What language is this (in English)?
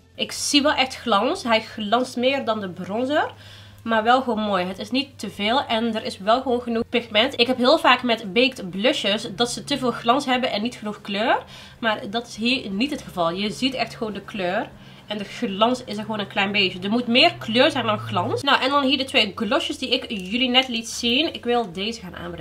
Dutch